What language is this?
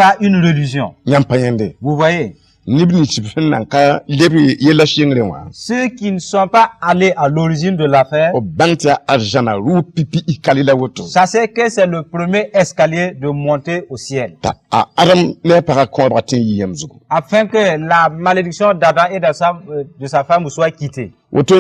Mossi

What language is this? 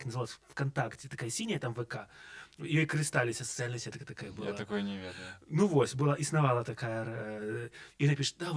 Belarusian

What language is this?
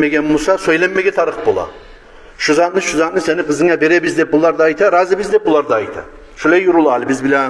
Kumyk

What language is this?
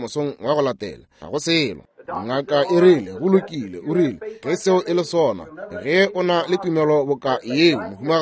Northern Sotho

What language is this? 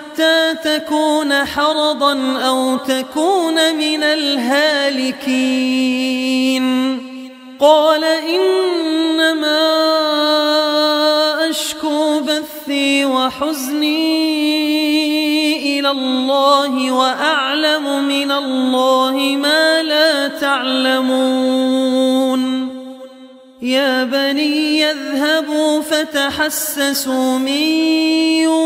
Arabic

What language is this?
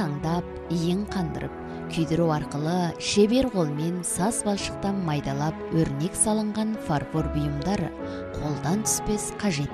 Kazakh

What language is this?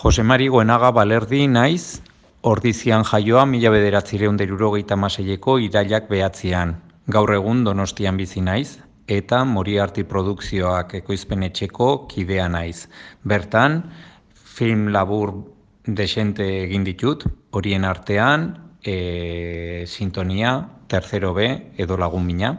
Basque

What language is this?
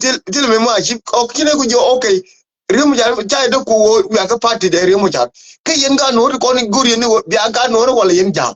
Nuer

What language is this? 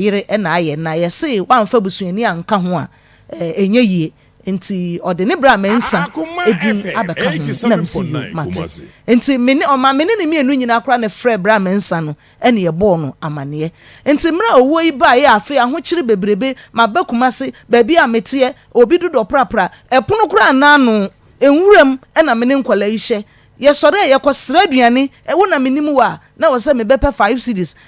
Akan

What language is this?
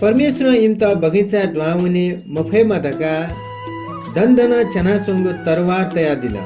Newari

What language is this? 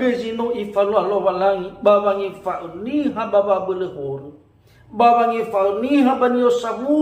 Nias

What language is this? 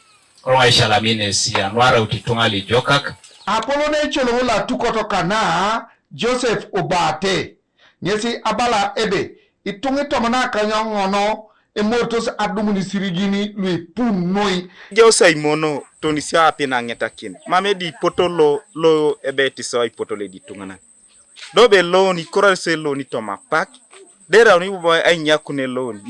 Teso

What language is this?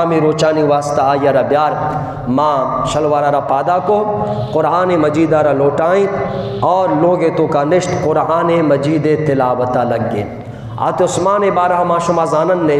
Eastern Balochi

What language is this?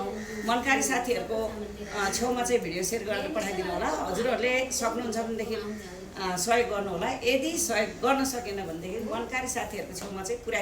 Nepali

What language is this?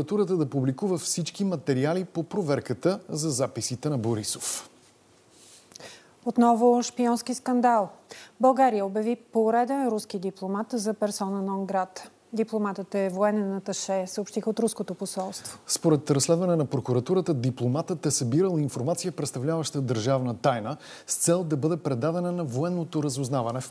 Bulgarian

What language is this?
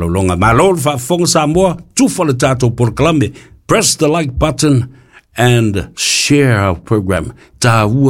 Samoan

